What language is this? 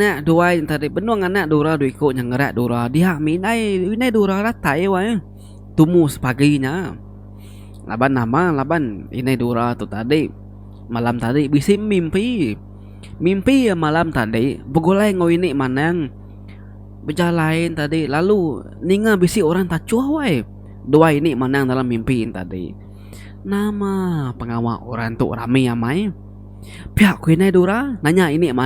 Iban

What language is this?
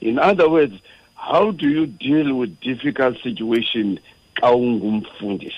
Xhosa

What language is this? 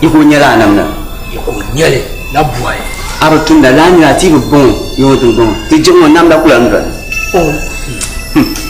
Dagbani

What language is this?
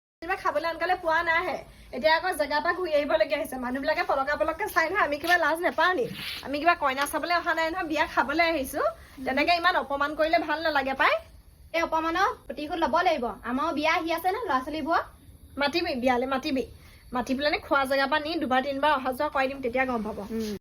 Assamese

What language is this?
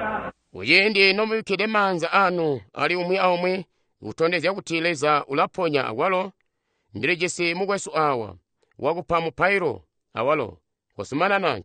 Tonga (Zambia)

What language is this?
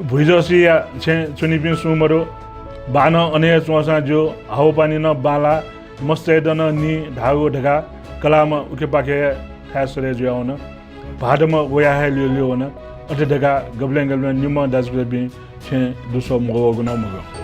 Newari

